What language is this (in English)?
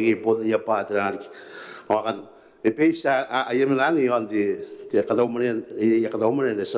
Gilbertese